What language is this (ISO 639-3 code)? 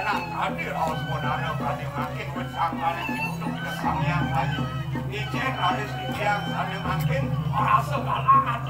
ban